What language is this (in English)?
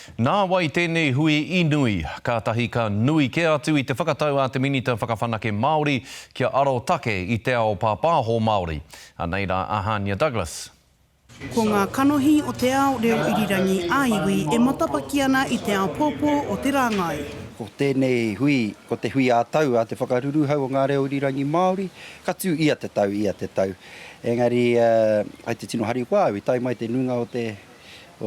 Māori